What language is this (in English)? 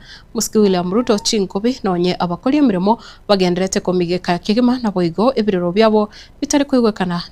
Gusii